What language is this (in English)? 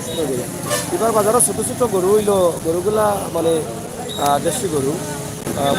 Sylheti